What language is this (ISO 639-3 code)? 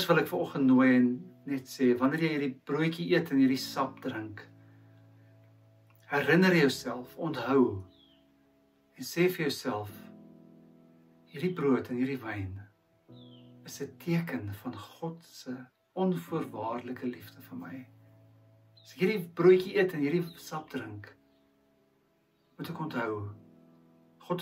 afr